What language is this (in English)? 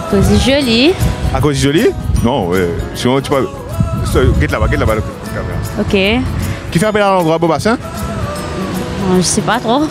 Morisyen